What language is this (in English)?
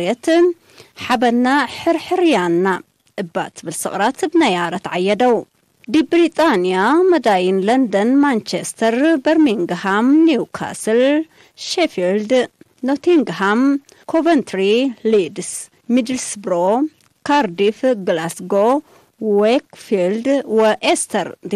Tigre